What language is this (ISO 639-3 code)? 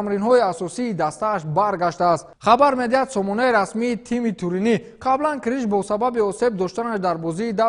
tgk